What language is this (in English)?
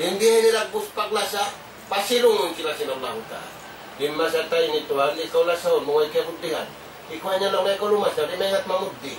Tausug